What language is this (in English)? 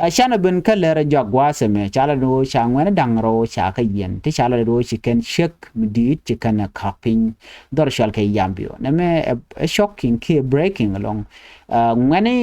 Nuer